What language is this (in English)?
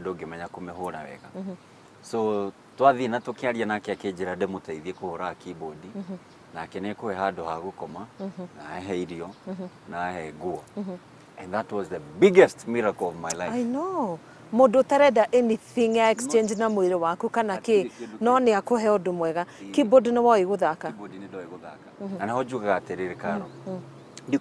Kikuyu